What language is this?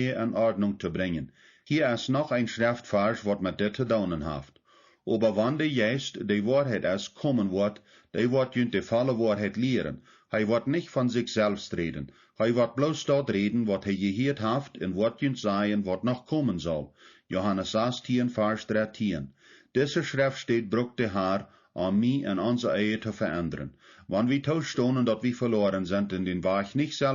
Plautdietsch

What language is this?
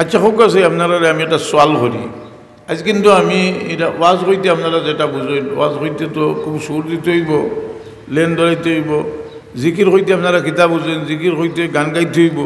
Sylheti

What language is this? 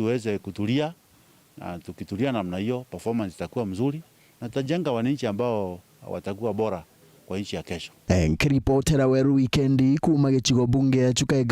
Meru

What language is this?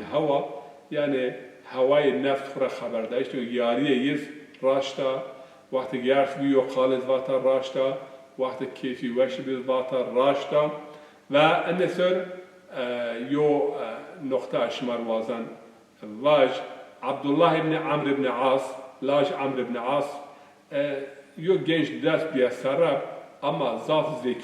Zaza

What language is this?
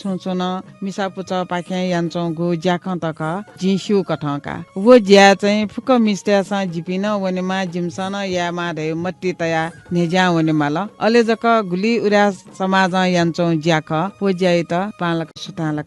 Newari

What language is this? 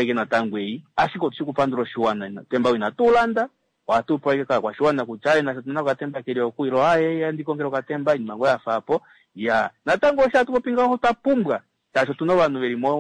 Kuanyama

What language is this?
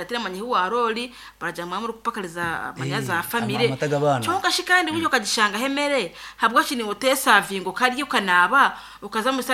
Nyankole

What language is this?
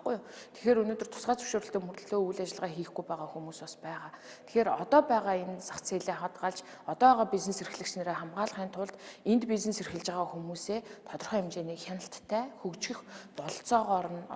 Mongolian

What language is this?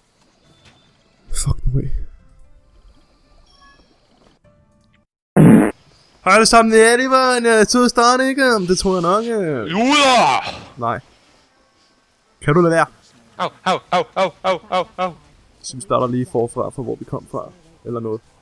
Danish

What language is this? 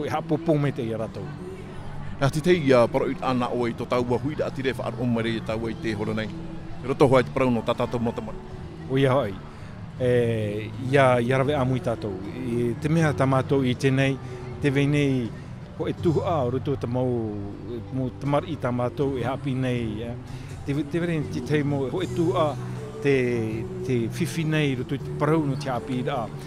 Tahitian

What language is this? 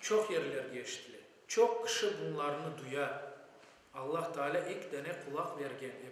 Crimean Tatar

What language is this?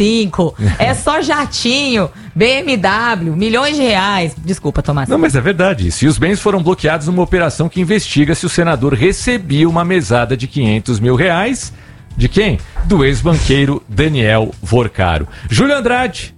Portuguese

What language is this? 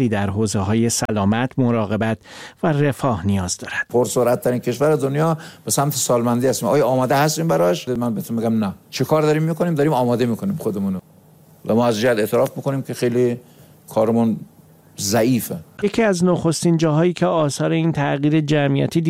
Persian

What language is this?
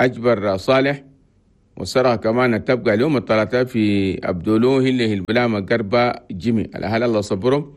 Chadian Arabic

